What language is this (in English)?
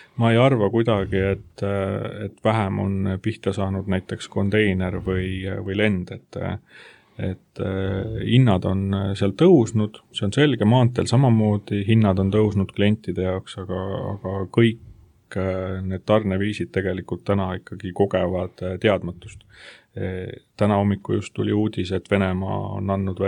Estonian